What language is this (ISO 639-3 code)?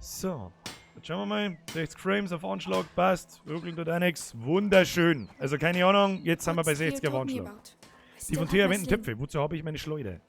bar